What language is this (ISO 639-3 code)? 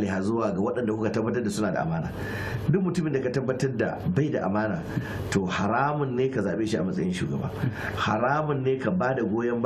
hau